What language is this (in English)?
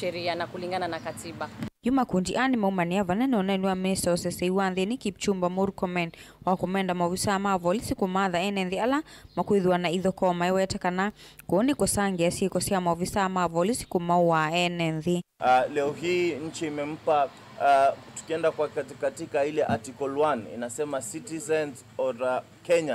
Kamba